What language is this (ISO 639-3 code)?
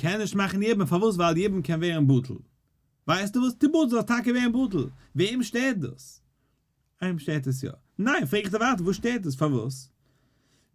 yid